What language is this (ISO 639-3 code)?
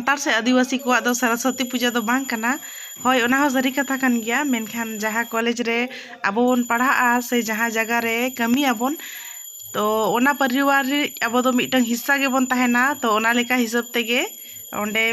sat